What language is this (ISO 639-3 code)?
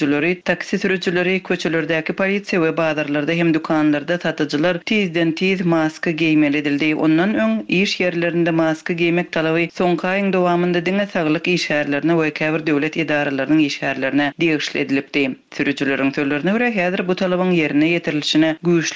tuk